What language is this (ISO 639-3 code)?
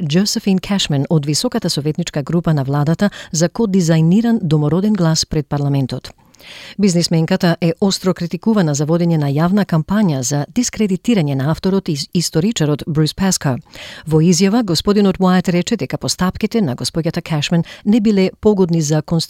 mkd